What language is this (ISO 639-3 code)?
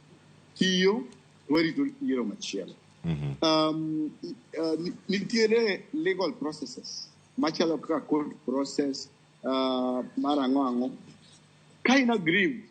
luo